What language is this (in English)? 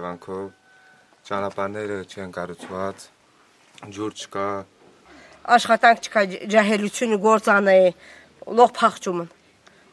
Armenian